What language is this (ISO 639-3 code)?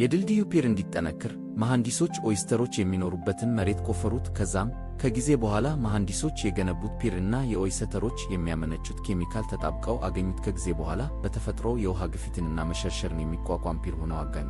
amh